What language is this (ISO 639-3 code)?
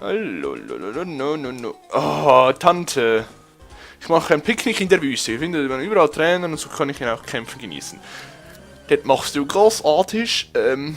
gsw